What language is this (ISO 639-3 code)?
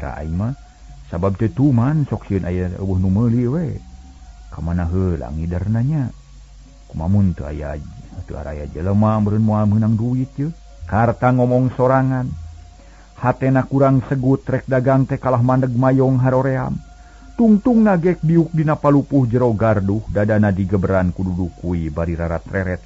sun